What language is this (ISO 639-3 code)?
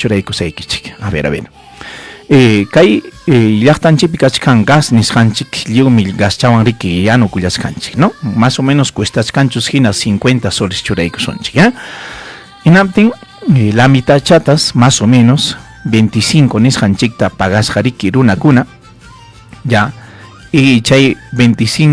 quy